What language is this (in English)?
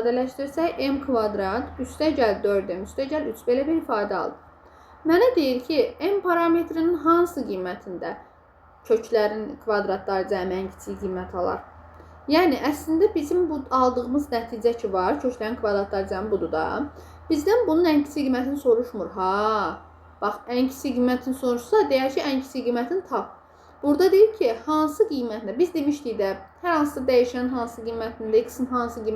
Azerbaijani